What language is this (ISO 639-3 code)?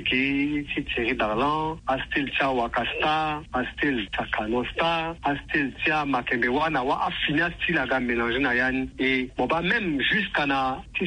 sag